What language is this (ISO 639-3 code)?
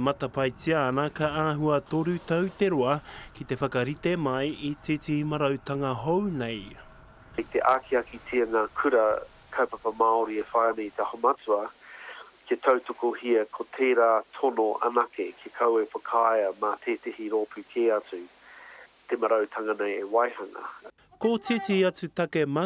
mri